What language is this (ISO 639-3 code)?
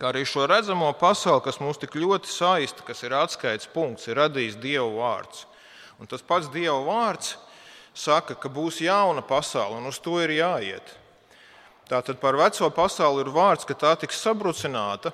lav